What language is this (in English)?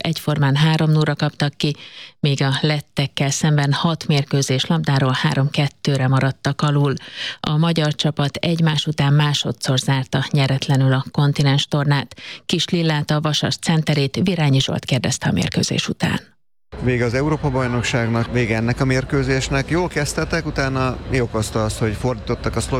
Hungarian